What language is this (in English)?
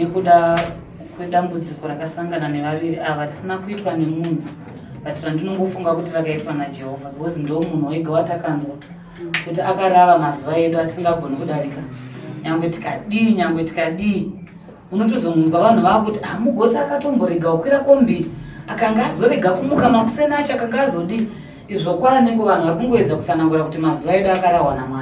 Shona